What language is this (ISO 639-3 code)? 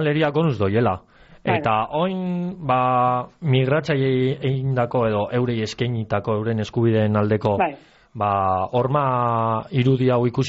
eus